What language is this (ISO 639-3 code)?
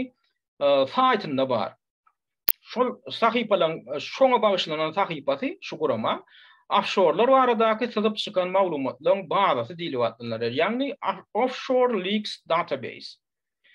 tuk